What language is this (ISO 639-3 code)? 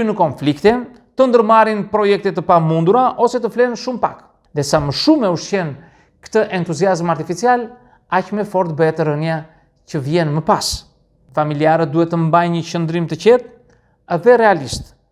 sqi